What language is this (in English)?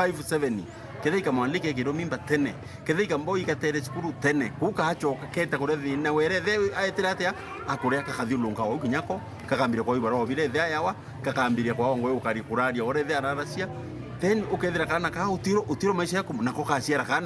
Meru